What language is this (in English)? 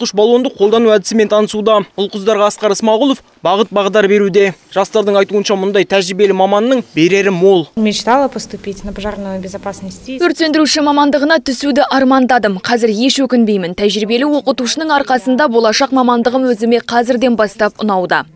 Kazakh